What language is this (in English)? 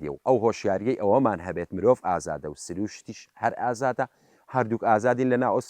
Central Kurdish